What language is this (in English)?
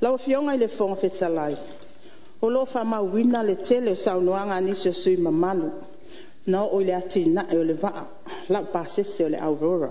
Samoan